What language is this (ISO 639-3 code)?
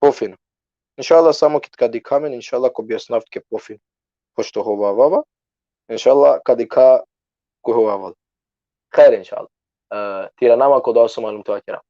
rmn